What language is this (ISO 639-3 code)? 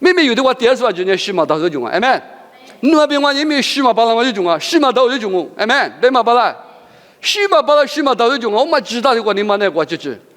lis